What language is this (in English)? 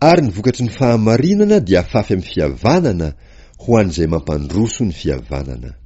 Malagasy